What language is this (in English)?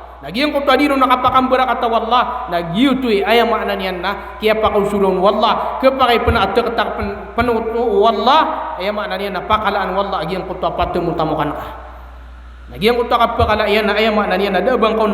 Maranao